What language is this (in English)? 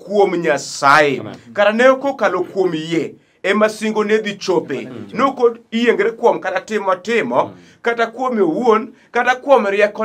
Luo (Kenya and Tanzania)